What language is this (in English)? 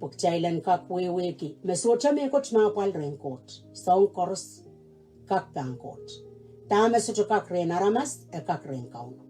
Pohnpeian